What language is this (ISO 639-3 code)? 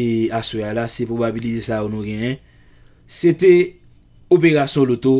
hat